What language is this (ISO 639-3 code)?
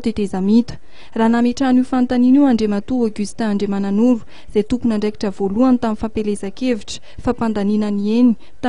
mlg